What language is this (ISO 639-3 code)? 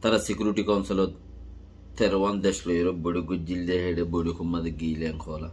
rhg